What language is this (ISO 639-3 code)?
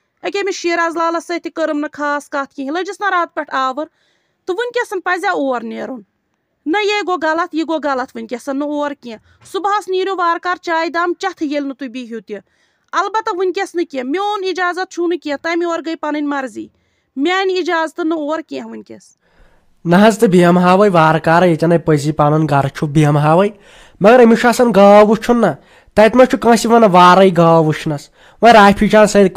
kas